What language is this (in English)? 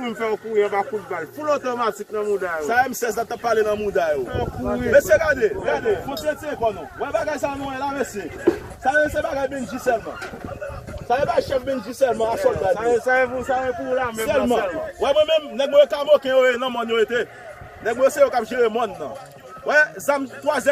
Haitian Creole